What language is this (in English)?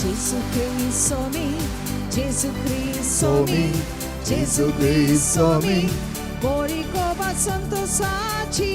Konkani